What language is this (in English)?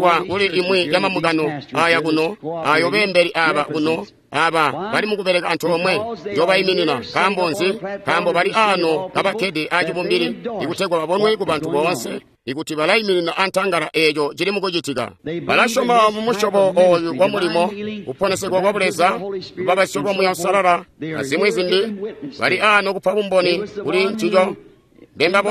Tonga (Zambia)